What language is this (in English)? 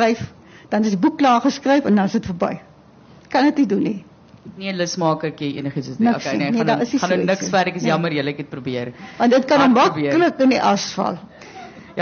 Afrikaans